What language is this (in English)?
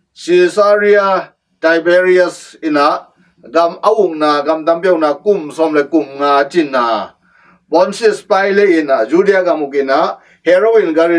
Tedim Chin